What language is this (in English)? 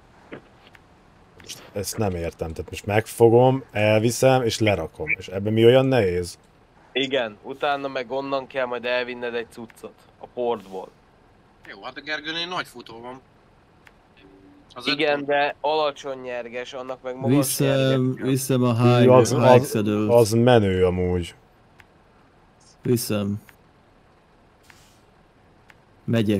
Hungarian